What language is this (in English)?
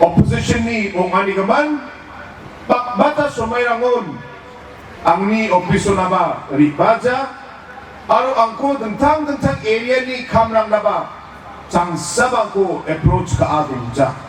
Garo